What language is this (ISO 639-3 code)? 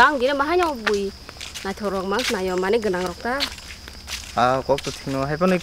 trp